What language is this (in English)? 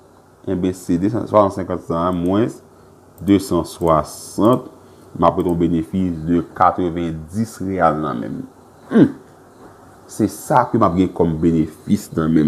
Haitian Creole